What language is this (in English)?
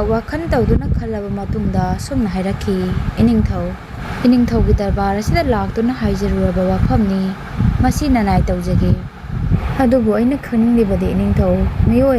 Manipuri